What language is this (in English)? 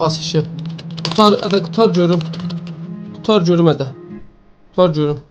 South Azerbaijani